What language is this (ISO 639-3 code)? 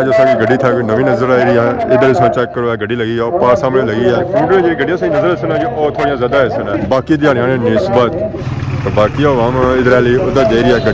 phr